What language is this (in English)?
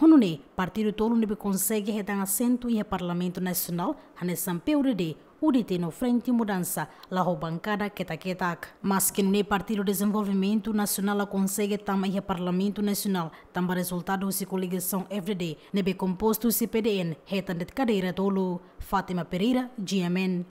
Tetum